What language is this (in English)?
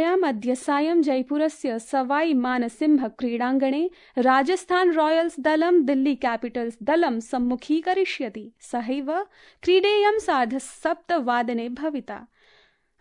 Sanskrit